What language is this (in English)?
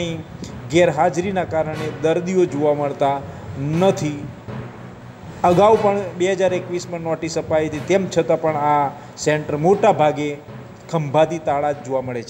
Gujarati